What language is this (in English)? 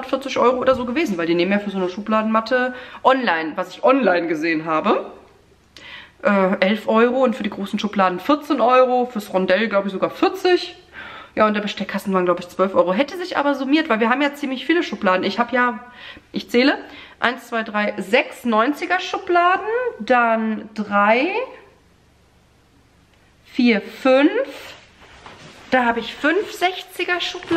German